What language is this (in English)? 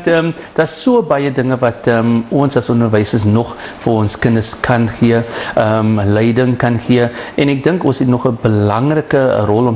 Afrikaans